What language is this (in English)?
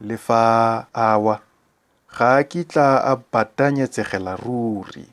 Tswana